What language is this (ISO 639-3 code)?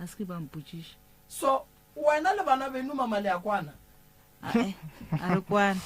nso